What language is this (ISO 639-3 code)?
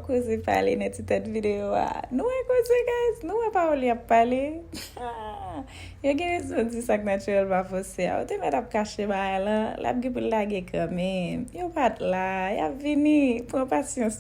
hat